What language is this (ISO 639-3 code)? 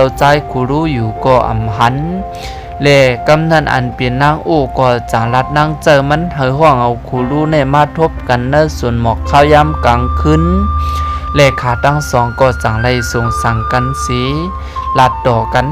shn